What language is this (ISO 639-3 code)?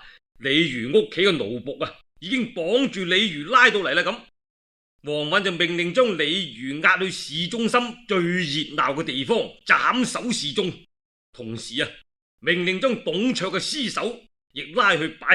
yue